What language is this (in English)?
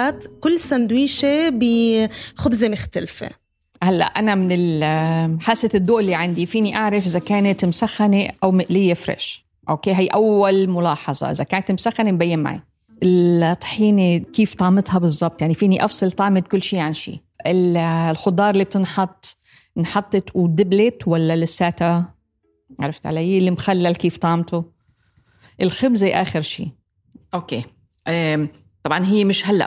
North Levantine Arabic